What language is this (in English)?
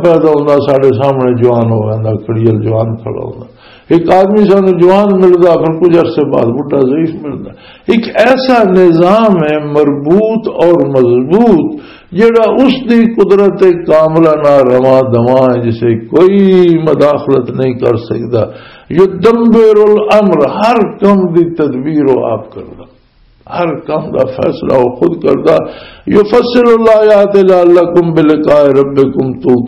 Western Panjabi